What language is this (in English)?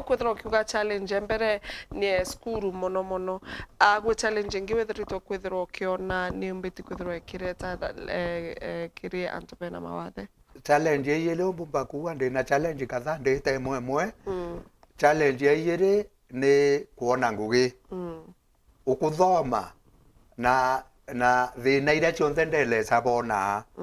Meru